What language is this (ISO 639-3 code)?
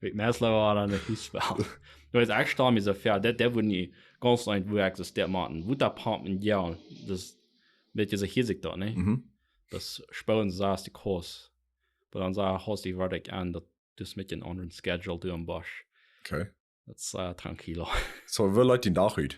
pdt